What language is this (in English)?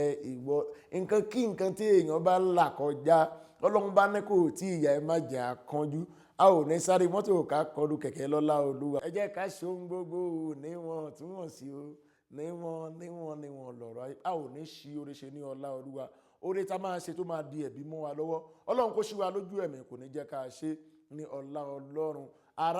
Yoruba